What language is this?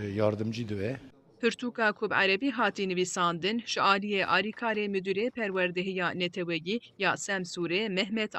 Kurdish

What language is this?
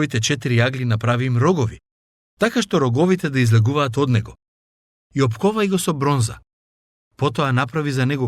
Macedonian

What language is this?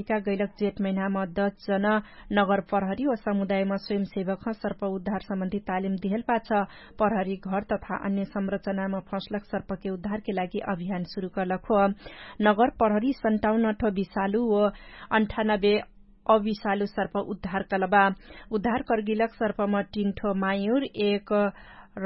Dangaura Tharu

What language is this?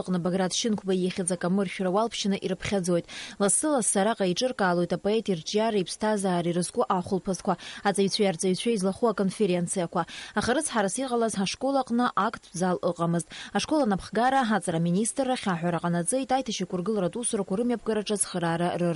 Abkhazian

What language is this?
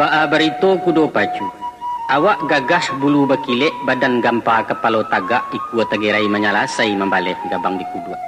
Minangkabau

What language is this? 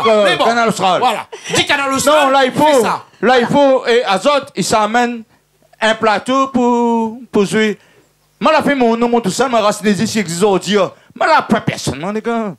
Réunion Creole French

